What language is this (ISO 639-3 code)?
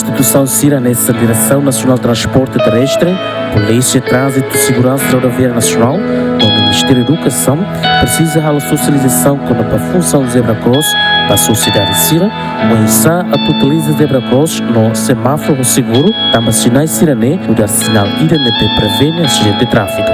tet